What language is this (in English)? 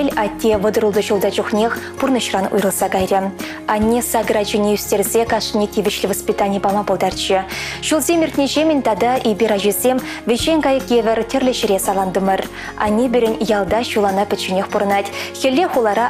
Chuvash